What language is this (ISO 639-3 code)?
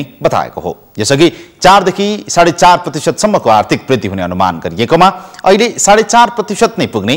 nep